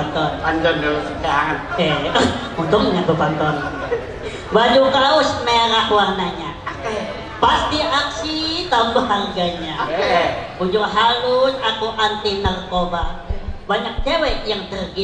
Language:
Banjar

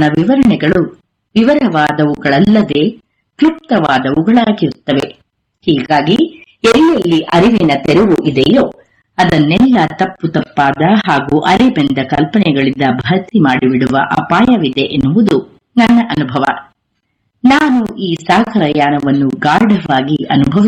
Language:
Kannada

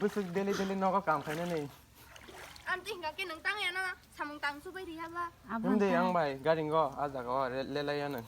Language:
Kok Borok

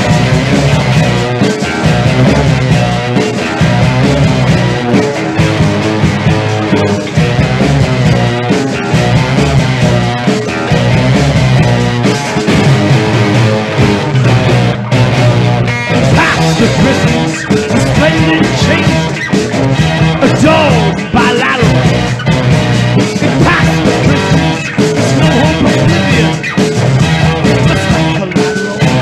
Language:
English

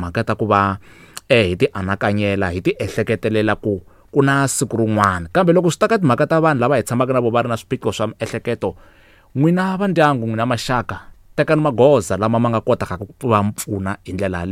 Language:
Tsonga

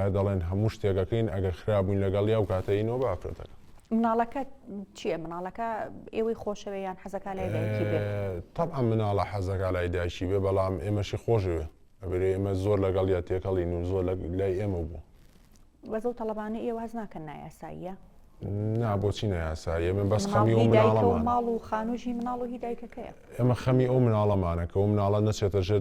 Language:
Central Kurdish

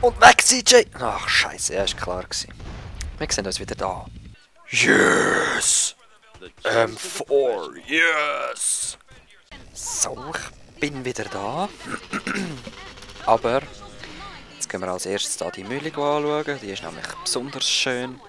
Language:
Swiss German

